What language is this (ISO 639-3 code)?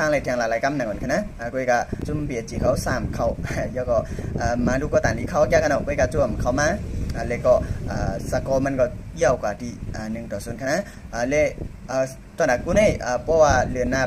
shn